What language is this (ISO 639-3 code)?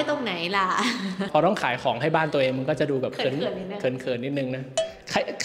tha